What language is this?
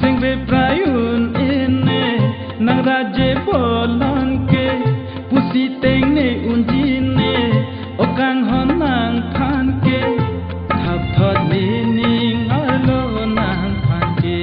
Karbi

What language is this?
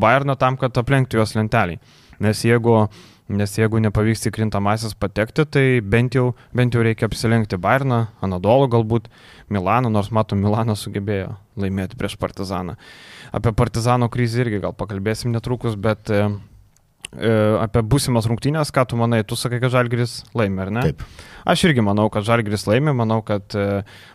Lithuanian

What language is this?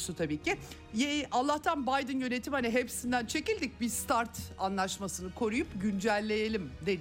Turkish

